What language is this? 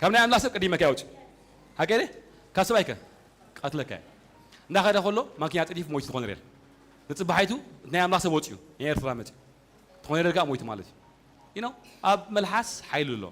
Tigrinya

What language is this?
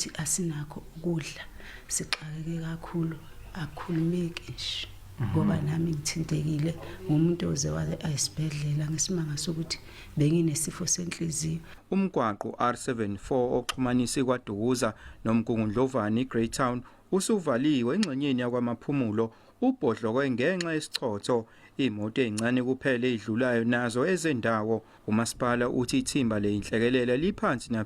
Zulu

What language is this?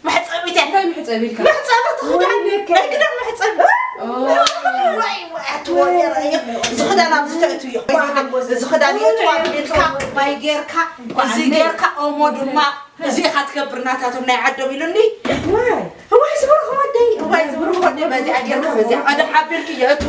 Tigrinya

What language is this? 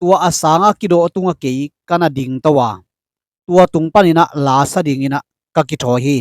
Tedim Chin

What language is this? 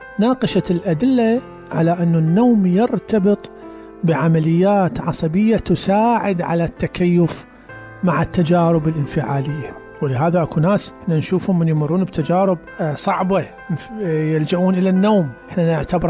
Mesopotamian Arabic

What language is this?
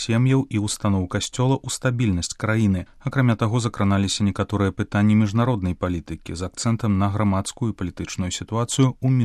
Belarusian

